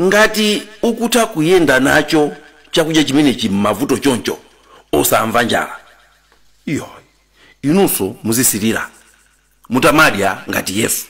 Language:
Nyanja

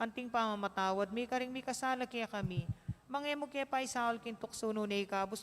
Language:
Pampanga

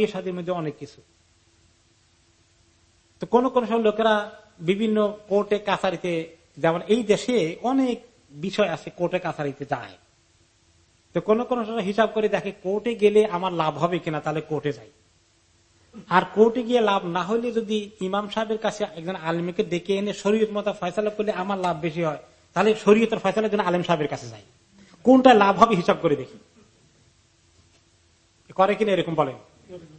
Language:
Bangla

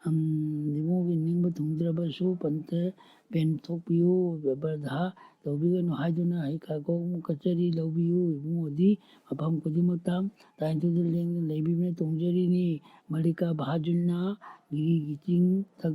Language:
Manipuri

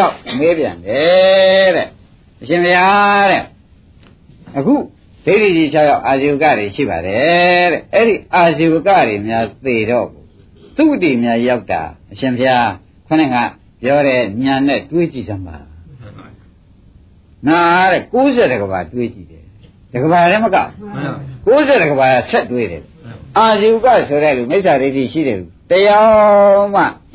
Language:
Burmese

